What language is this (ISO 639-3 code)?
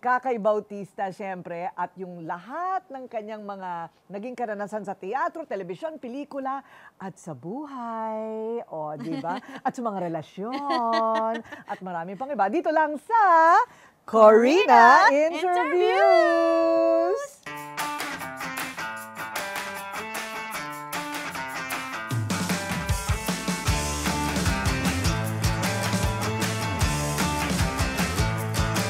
fil